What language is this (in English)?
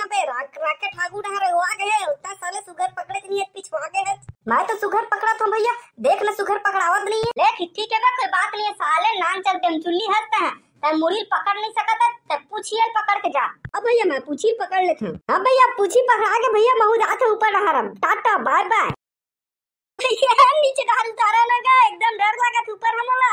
Chhattisgarhi